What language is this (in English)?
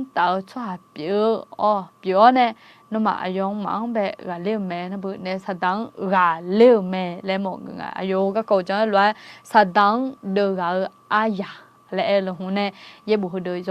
Akha